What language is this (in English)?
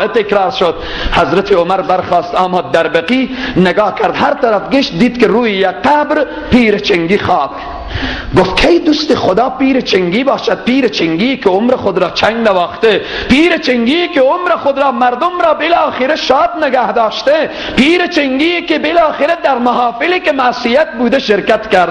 Persian